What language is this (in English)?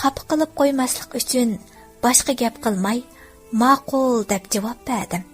Uyghur